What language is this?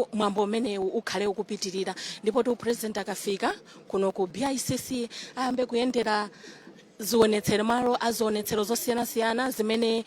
Nyanja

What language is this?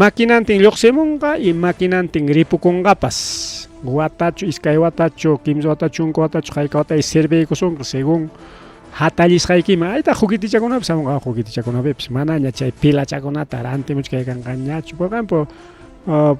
Ayacucho Quechua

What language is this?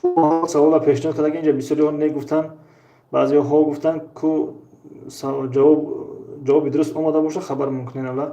Tajik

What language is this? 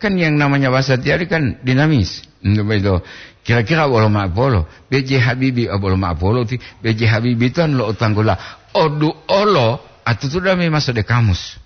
Gorontalo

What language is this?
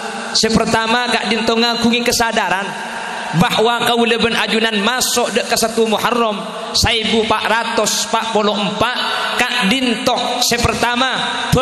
Madurese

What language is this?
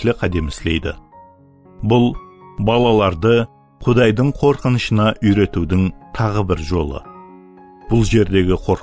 Kara-Kalpak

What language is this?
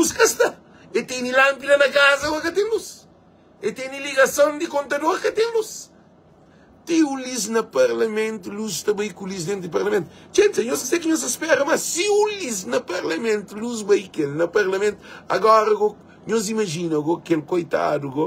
Kabuverdianu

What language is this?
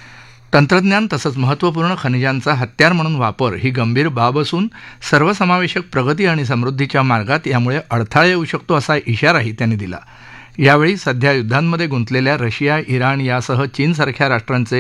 Marathi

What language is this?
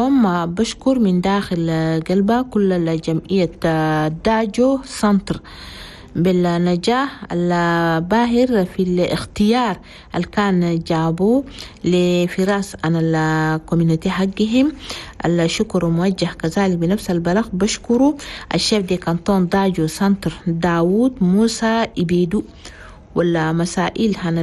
Chadian Arabic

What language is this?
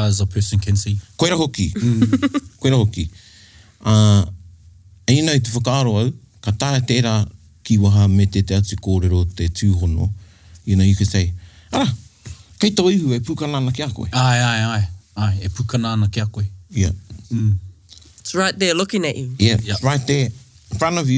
Māori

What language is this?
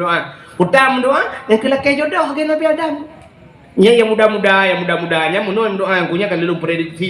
Achinese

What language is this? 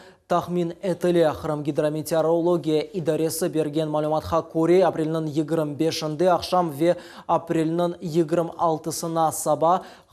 Crimean Tatar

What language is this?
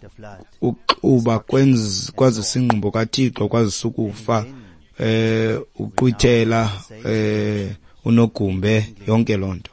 Xhosa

